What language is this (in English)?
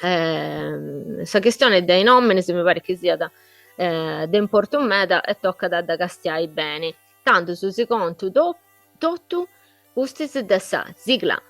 Sardinian